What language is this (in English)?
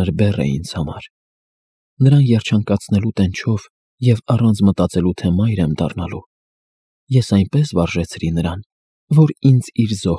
Armenian